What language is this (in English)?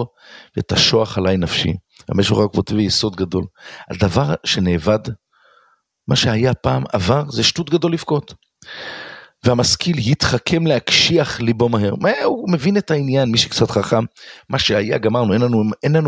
Hebrew